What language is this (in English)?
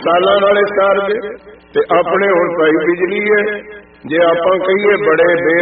Punjabi